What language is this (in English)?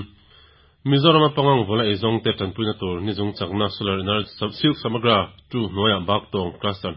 Mizo